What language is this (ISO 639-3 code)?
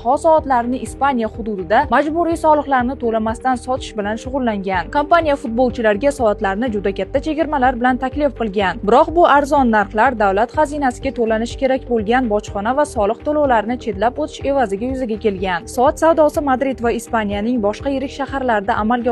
uzb